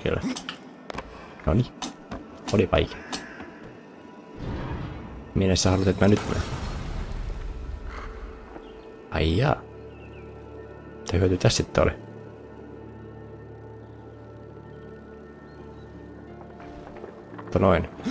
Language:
Finnish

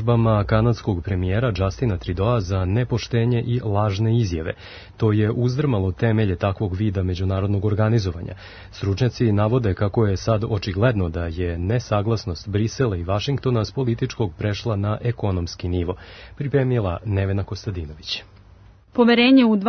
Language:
Serbian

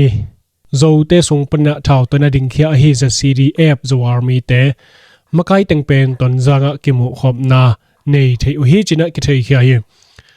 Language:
Tedim Chin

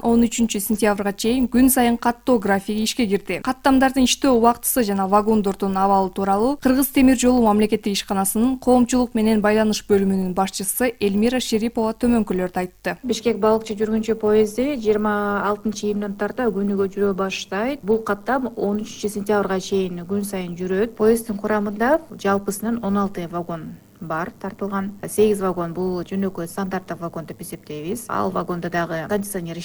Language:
Kyrgyz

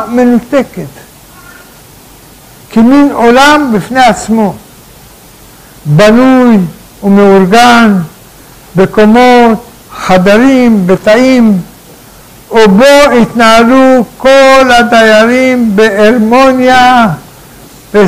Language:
Hebrew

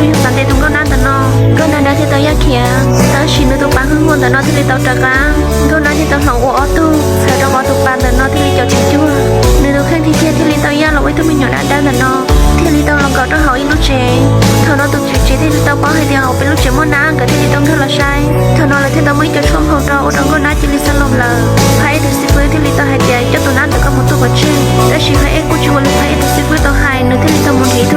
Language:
Hmong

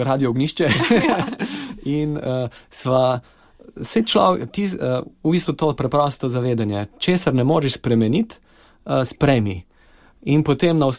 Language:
Slovenian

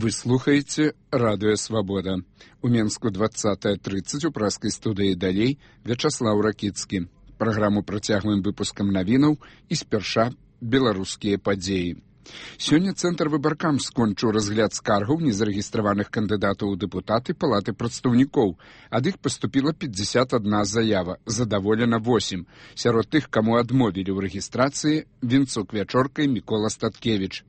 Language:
Belarusian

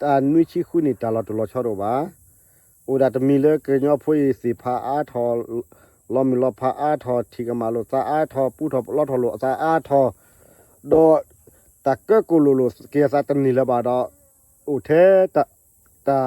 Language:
S'gaw Karen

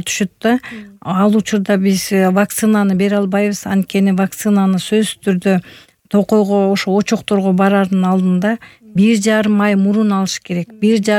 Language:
Kyrgyz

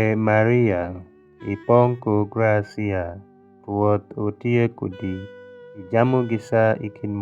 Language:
Alur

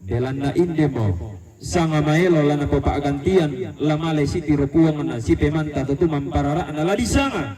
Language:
Toraja-Sa'dan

